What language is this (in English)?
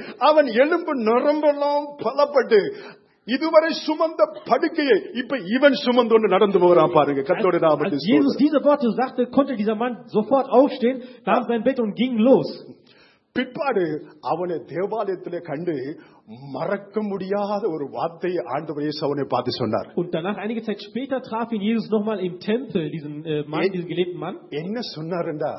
Tamil